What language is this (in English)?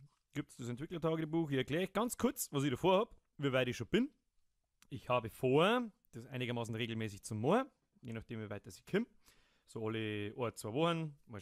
Bavarian